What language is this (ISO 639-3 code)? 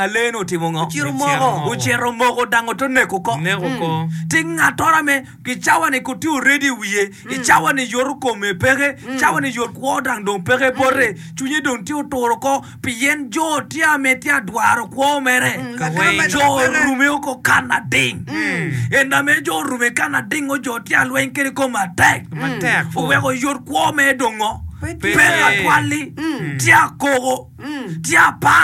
ach